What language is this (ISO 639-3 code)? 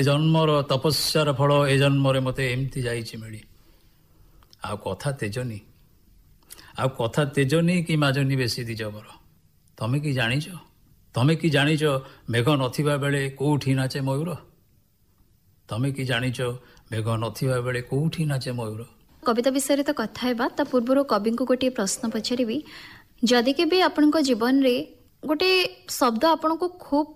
ori